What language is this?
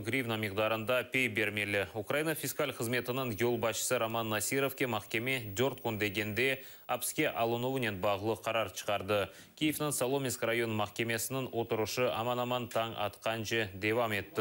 Crimean Tatar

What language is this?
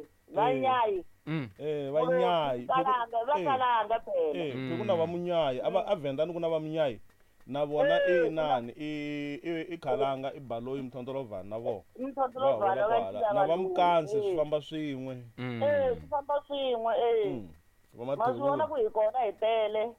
Tsonga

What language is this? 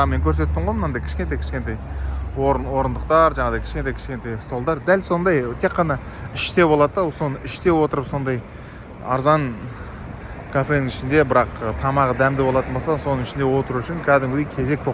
Kazakh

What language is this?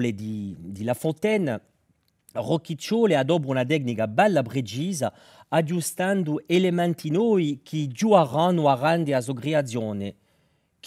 Corsican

